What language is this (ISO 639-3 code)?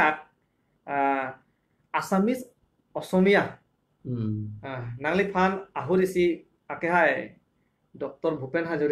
mjw